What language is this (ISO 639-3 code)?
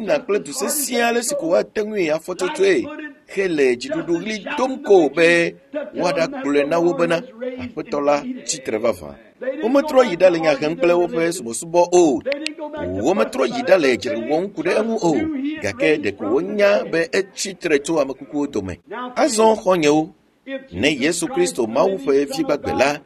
ewe